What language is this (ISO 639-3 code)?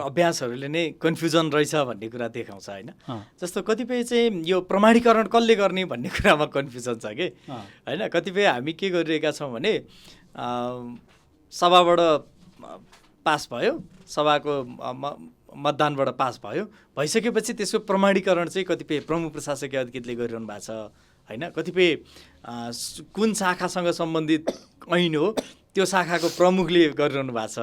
nep